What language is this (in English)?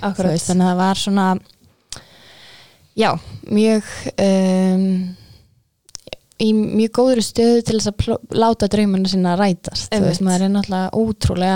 Icelandic